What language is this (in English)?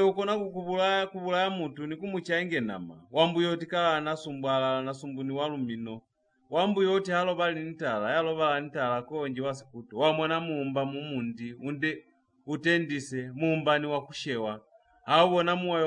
Lozi